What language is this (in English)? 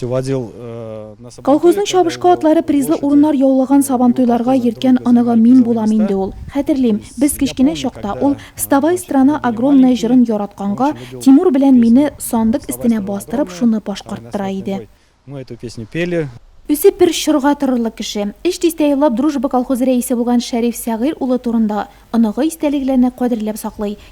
Tatar